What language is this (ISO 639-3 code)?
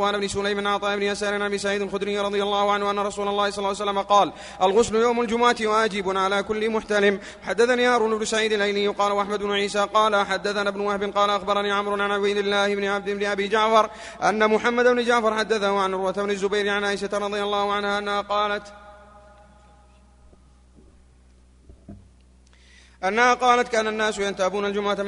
ara